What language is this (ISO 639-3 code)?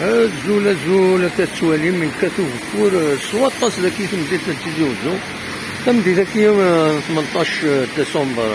kab